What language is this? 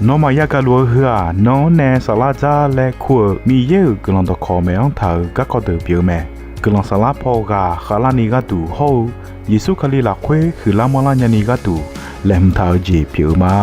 Akha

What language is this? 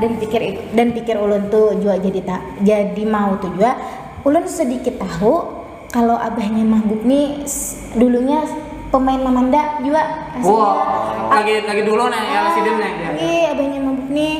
Banjar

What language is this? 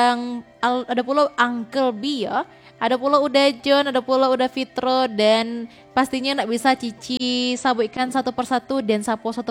Minangkabau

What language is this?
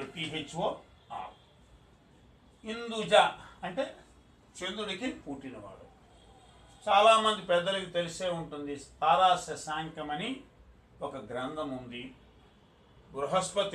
Telugu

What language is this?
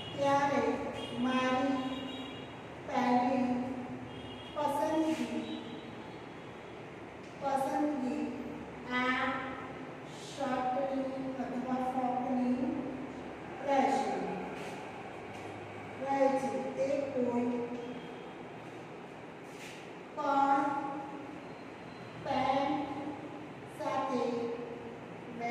Gujarati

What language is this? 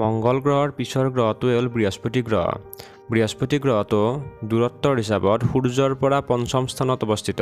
Assamese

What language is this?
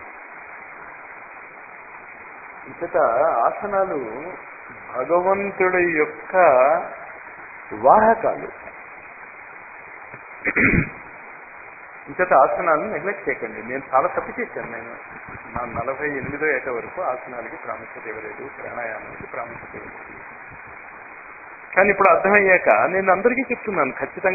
Telugu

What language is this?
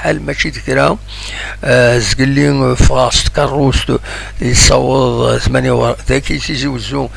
Kabyle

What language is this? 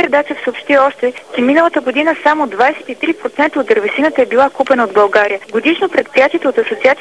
Bulgarian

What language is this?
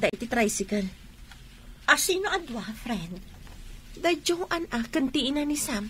Iloko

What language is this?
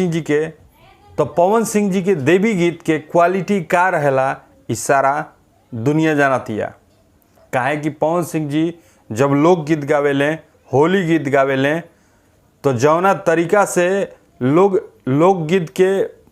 Bhojpuri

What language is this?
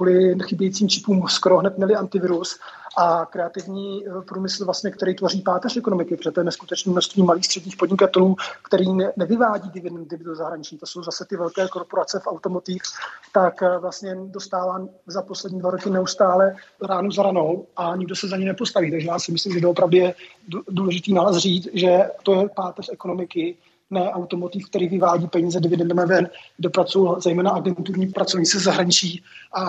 Czech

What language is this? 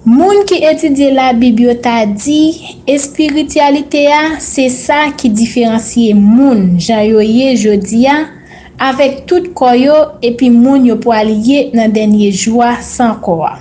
Haitian Creole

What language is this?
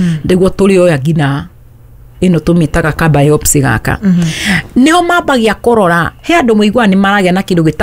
Kikuyu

